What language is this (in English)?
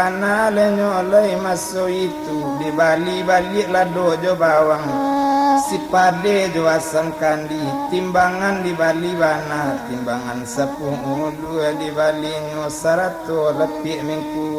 Minangkabau